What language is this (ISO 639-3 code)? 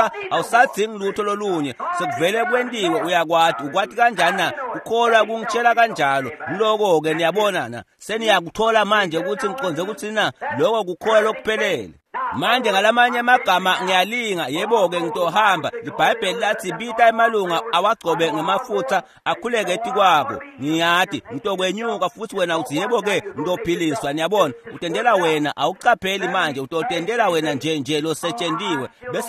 ssw